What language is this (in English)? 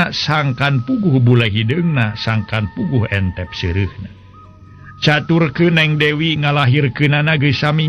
Sundanese